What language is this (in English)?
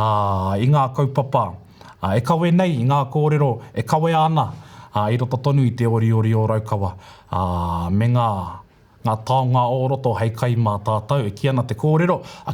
Māori